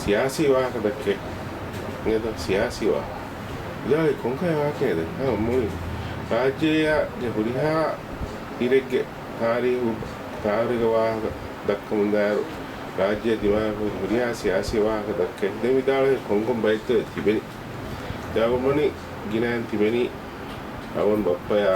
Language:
Divehi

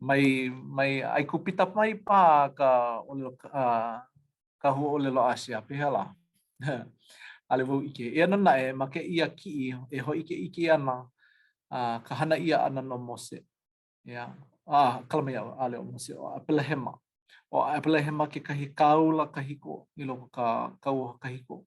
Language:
Hawaiian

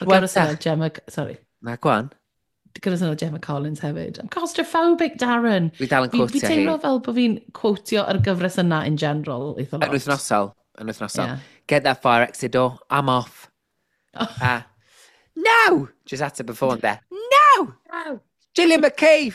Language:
Welsh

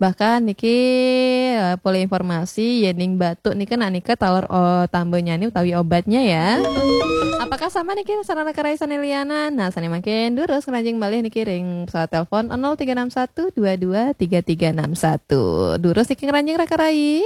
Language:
Balinese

